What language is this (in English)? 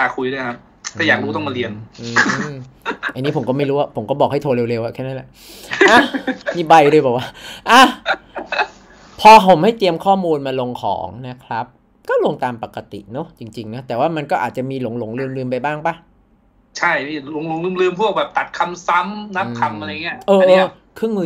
Thai